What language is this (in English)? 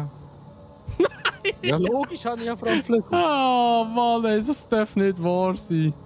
Swiss German